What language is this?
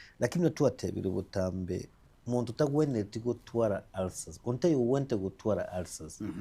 Gusii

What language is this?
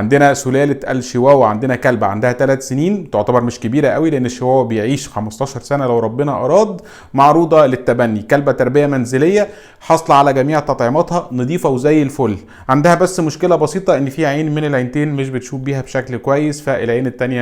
Egyptian Arabic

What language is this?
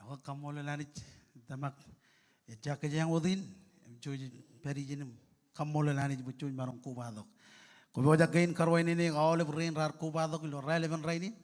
Marshallese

